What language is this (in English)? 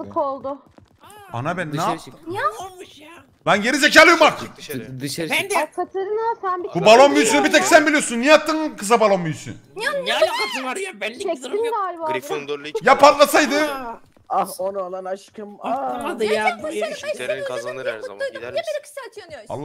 Turkish